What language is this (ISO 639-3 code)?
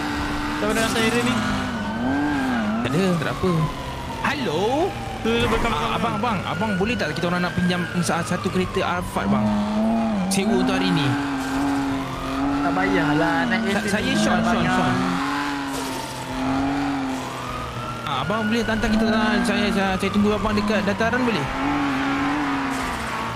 msa